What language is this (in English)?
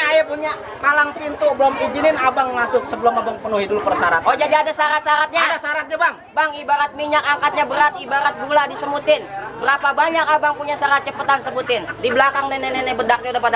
Betawi